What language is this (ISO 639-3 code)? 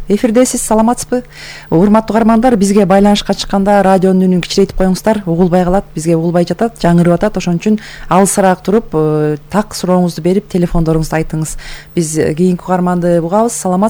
kir